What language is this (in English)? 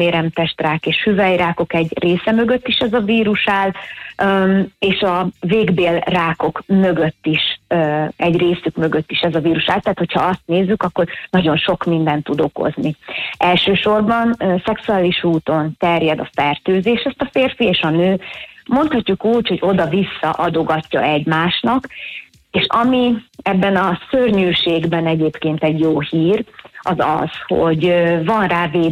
Hungarian